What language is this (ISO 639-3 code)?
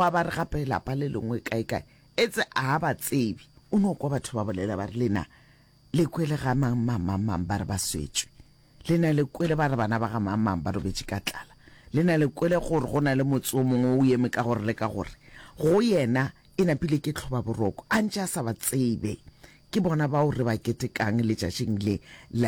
nso